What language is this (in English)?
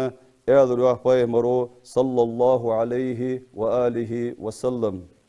Ingush